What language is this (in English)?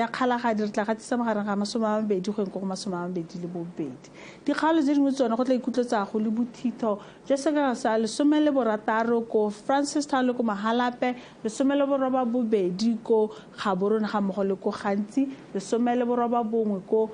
Tswana